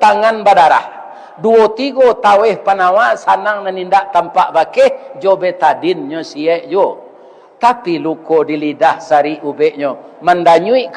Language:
Minangkabau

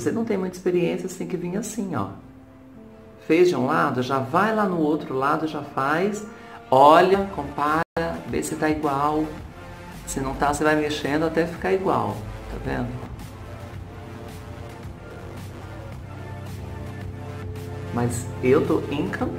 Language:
Portuguese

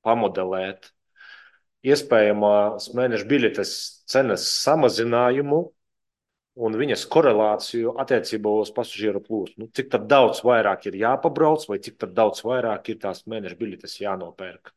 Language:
Latvian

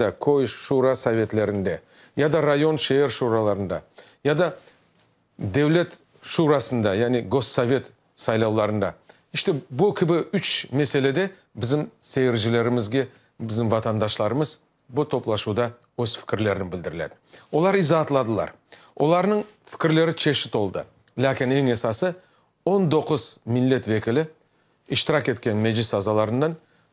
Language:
Crimean Tatar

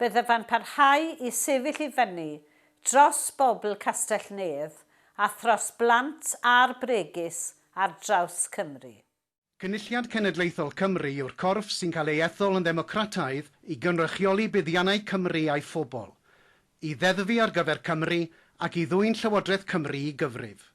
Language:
Welsh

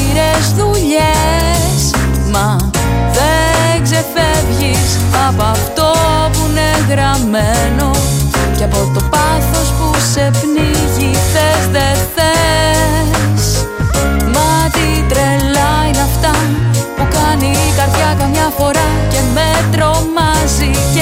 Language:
Greek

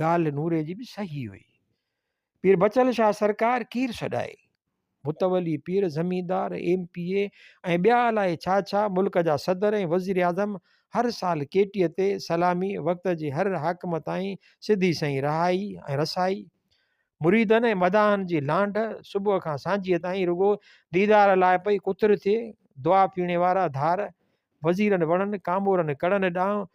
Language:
Sindhi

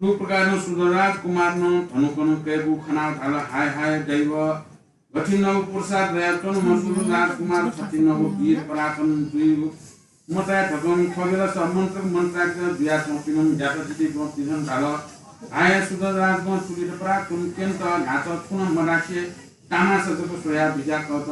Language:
Newari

